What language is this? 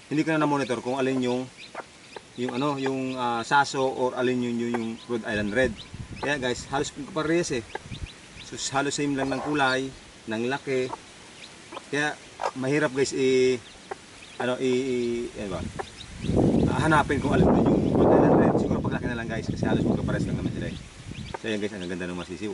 Filipino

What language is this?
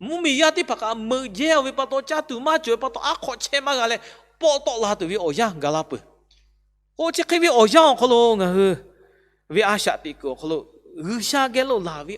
Lahu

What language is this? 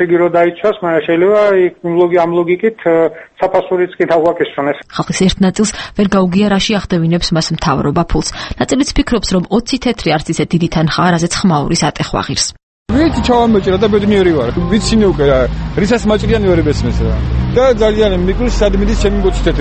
Georgian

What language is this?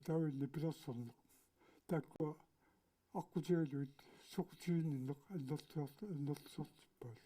Kalaallisut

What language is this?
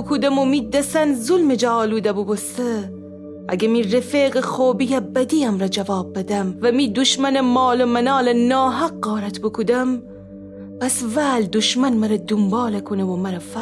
Gilaki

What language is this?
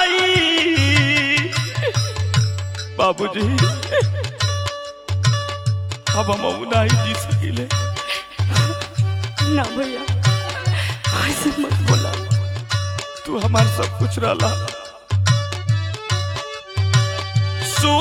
Bhojpuri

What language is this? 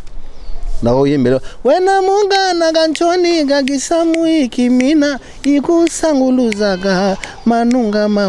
Lingala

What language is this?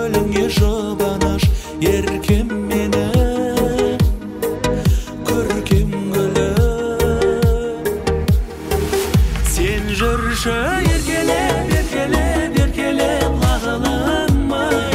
Kazakh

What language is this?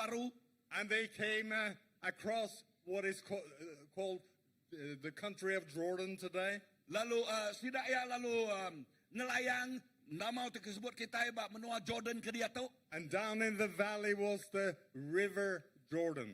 Iban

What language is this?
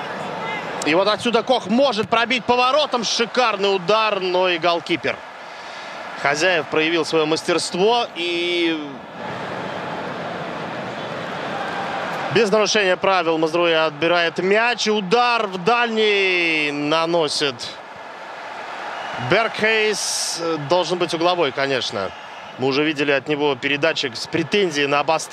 Russian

